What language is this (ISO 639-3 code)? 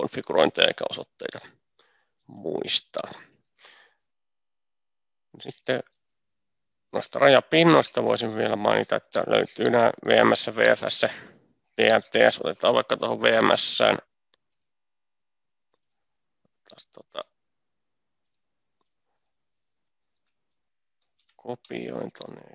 fin